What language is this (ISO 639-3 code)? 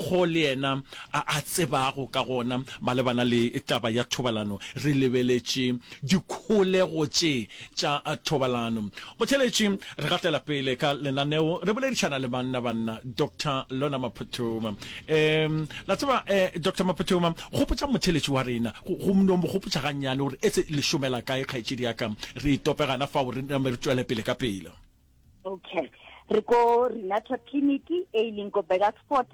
nso